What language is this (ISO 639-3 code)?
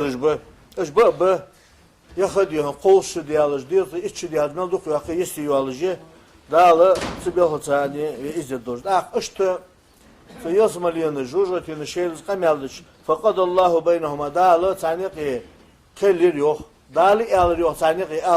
inh